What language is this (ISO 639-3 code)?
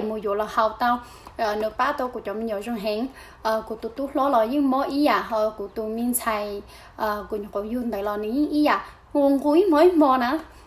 hmn